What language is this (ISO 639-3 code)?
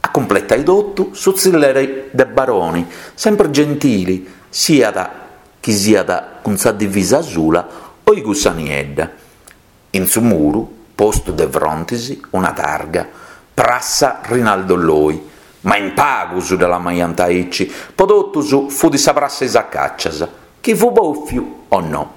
srd